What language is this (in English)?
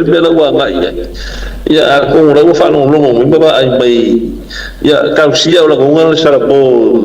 Samoan